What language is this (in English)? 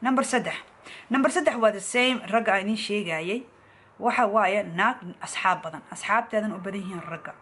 Somali